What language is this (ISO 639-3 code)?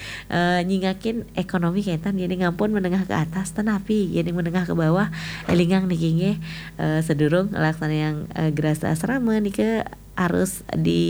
ban